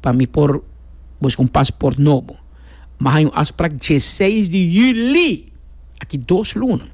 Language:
Papiamento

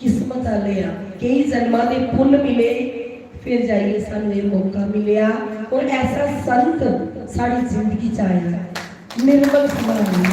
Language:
Dogri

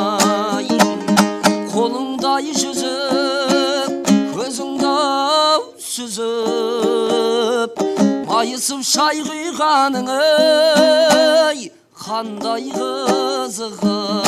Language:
Kazakh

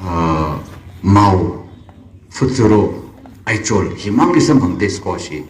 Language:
Tangkhul Naga (India)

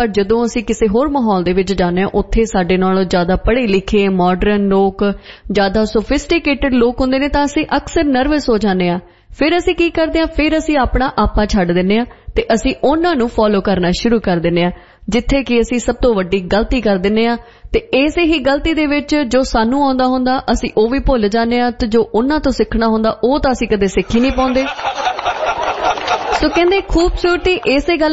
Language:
Punjabi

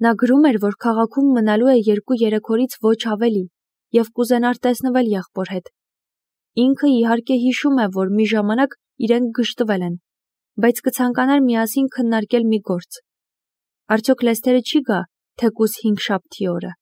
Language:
Armenian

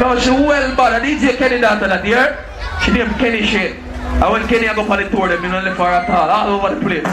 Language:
Jamaican Creole English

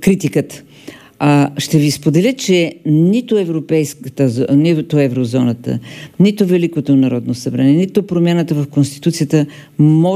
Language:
Bulgarian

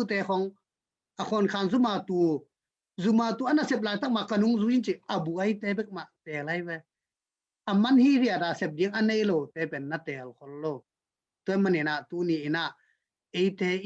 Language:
Tedim Chin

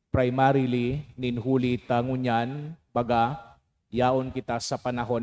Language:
Bikol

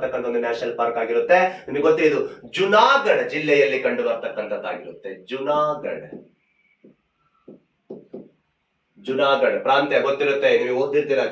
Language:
Kannada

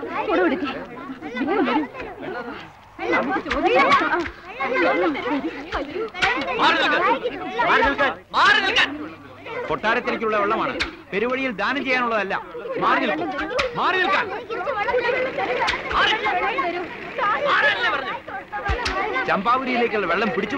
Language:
Malayalam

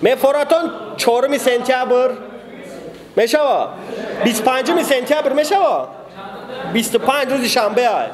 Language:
Tajik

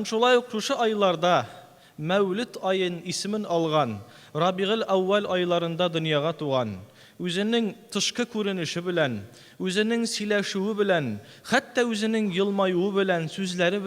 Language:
Tatar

